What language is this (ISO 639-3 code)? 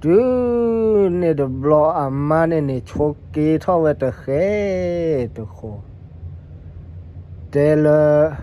ksw